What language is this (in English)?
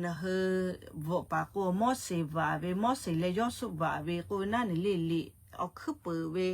Lahu